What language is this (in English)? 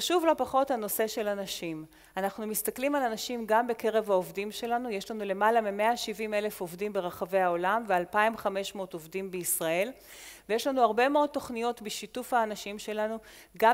Hebrew